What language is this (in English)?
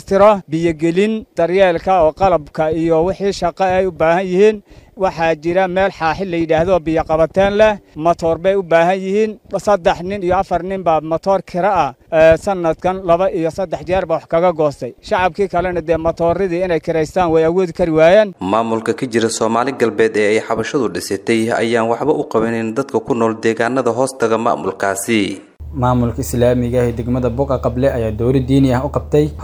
Somali